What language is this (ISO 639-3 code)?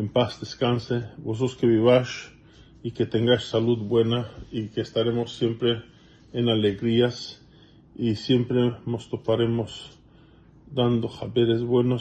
lad